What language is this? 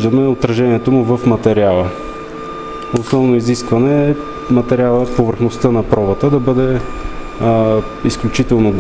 Bulgarian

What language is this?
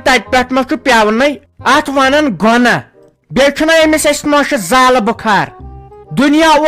Kashmiri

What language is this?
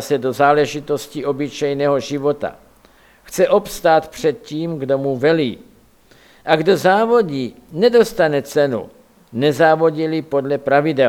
Czech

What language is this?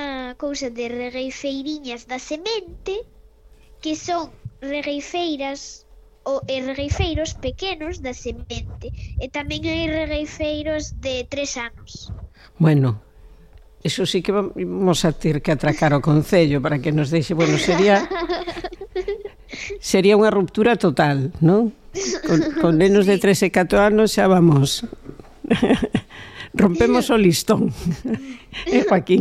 Galician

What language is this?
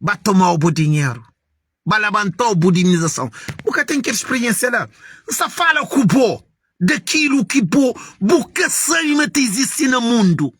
Kabuverdianu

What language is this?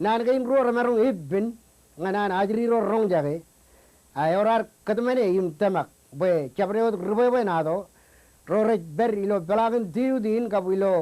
Marshallese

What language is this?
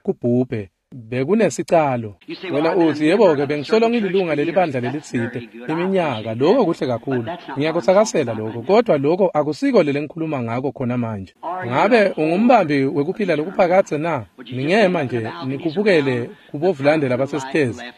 Swati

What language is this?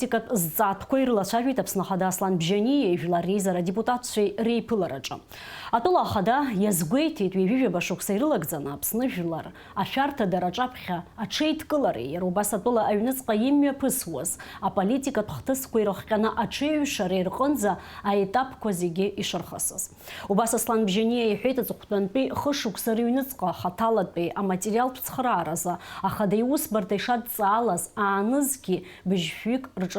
Abkhazian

